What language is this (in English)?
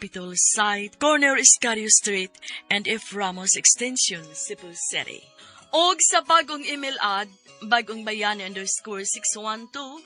Cebuano